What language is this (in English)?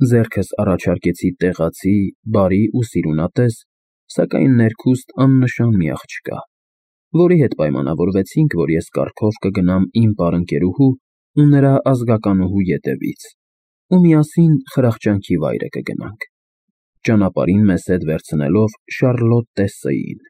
Armenian